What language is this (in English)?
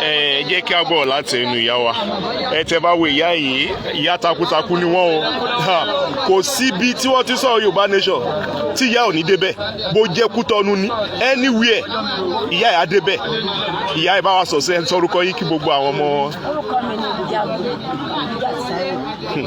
Yoruba